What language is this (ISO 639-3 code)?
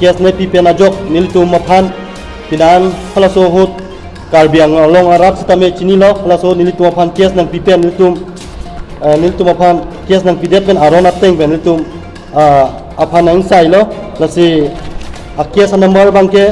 mjw